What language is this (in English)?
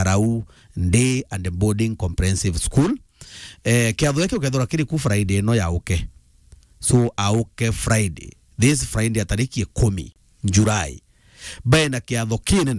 Meru